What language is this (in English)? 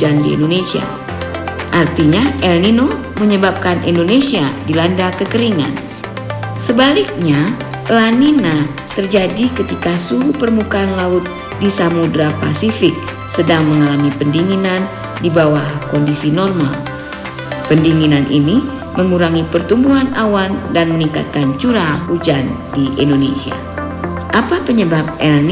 Indonesian